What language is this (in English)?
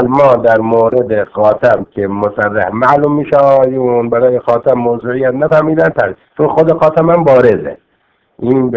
Persian